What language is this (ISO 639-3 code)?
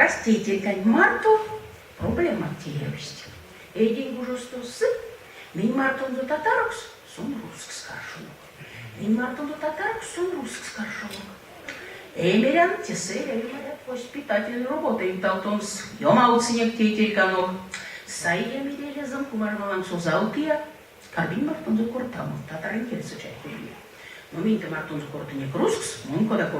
myv